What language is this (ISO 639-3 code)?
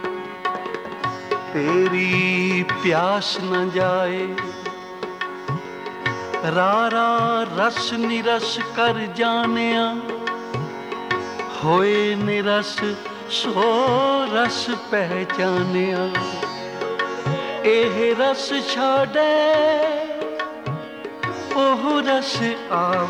pan